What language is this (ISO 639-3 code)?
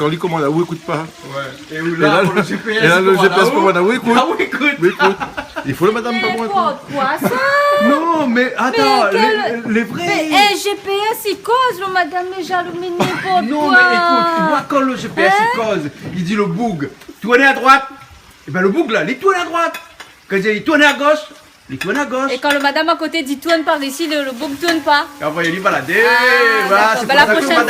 rcf